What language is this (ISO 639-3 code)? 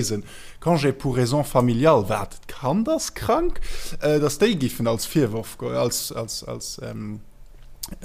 ltz